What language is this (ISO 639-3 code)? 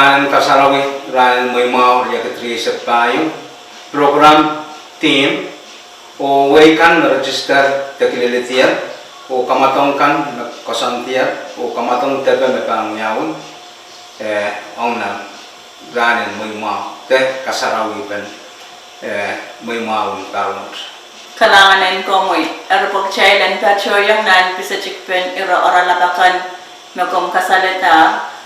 pon